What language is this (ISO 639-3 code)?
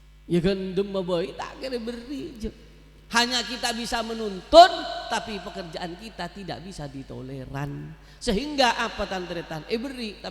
mad